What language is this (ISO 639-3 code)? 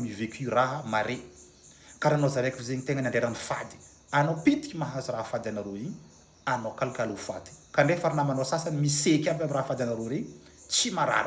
mlg